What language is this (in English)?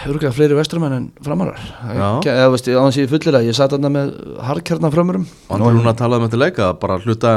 Icelandic